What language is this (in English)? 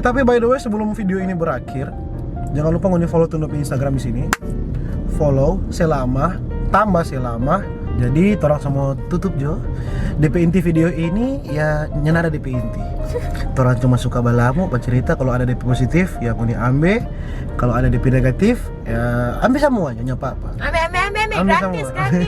Manado Malay